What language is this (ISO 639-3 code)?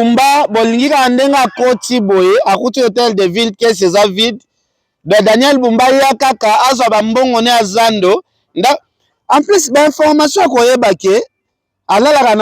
lin